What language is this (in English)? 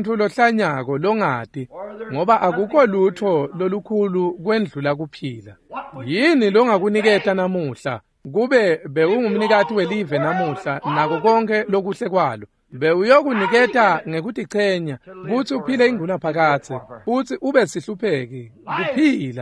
Swati